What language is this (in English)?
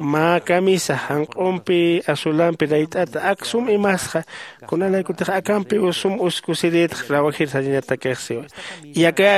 Aymara